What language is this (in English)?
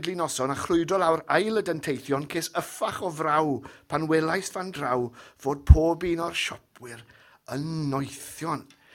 Welsh